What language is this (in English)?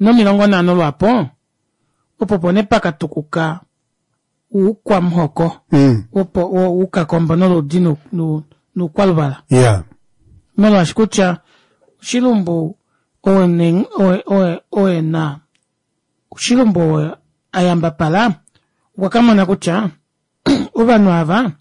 Kuanyama